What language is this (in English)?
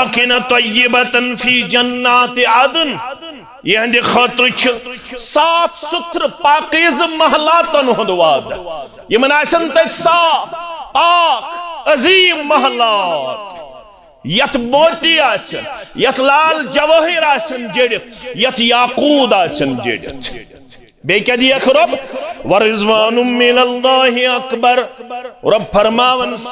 Kashmiri